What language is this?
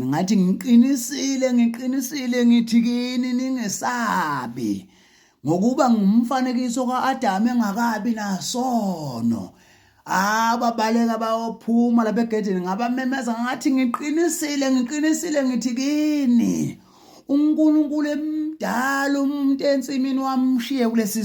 Zulu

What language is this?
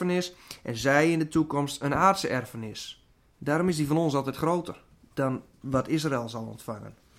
Dutch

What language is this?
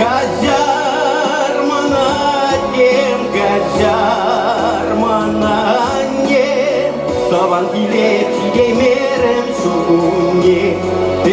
Chuvash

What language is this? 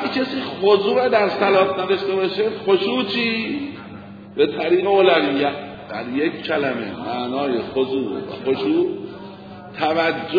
Persian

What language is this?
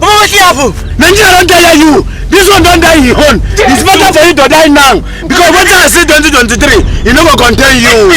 Nigerian Pidgin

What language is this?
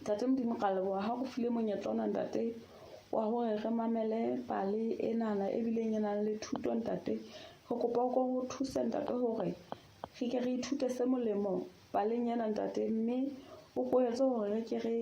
Southern Sotho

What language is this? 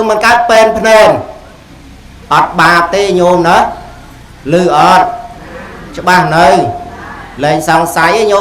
Khmer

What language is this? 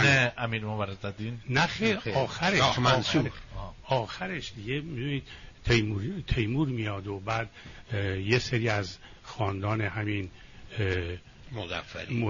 Persian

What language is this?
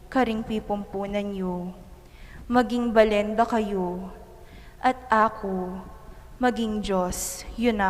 Pampanga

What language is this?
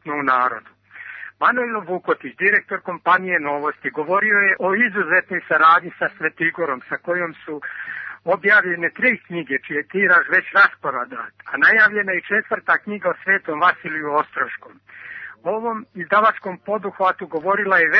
Serbian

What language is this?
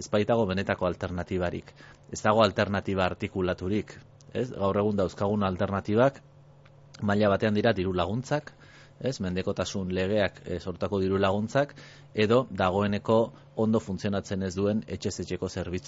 Basque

